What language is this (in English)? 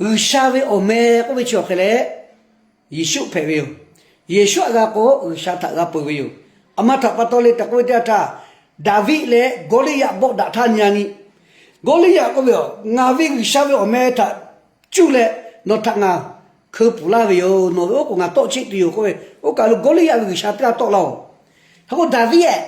Lahu